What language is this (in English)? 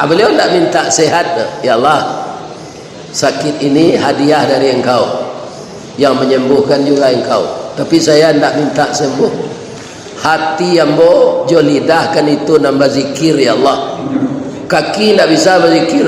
Minangkabau